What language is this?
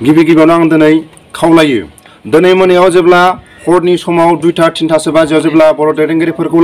Bodo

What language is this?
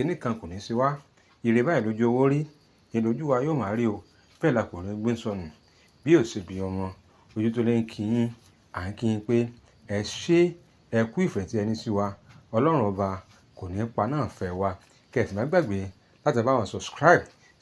Yoruba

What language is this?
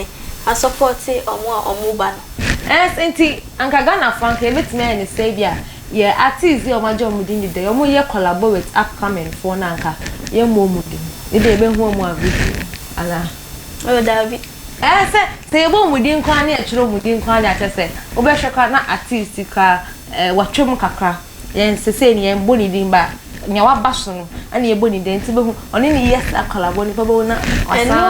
Akan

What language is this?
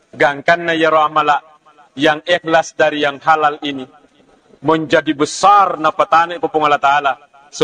Buginese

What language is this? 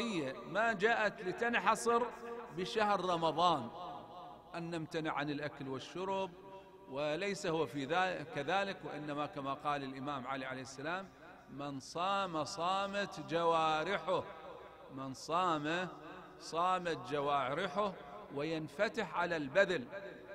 Arabic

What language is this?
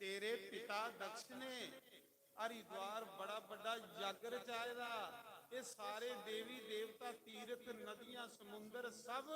Dogri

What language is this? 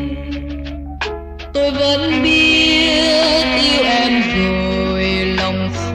Vietnamese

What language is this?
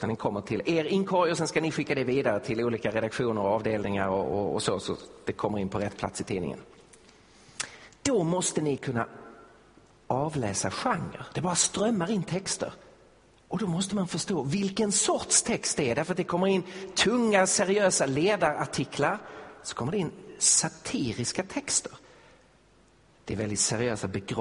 Swedish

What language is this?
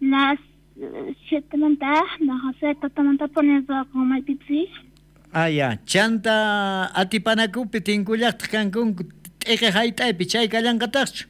South Bolivian Quechua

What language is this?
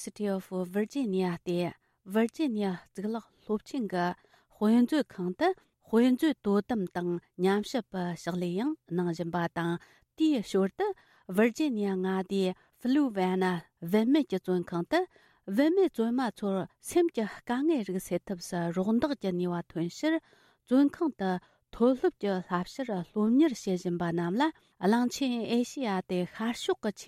Tibetan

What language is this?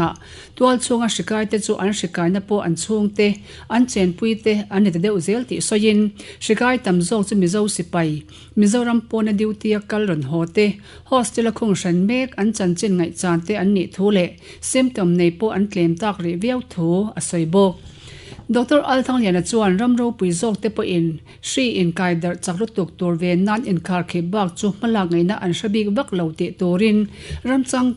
Mizo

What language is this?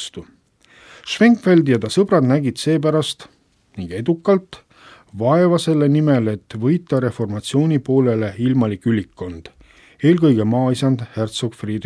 Estonian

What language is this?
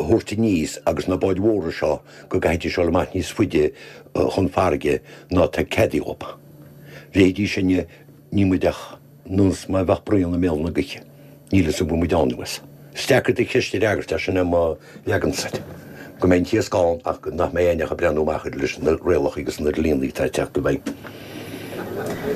Irish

